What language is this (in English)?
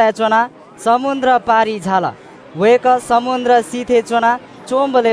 Newari